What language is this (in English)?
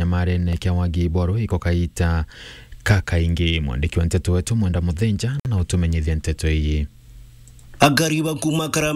Meru